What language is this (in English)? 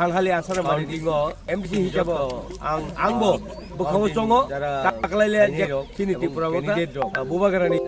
Kok Borok